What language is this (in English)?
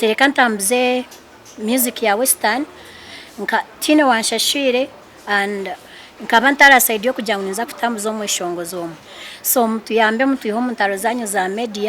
Nyankole